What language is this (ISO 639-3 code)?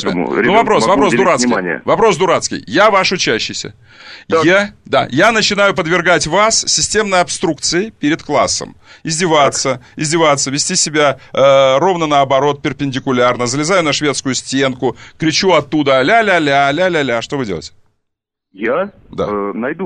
rus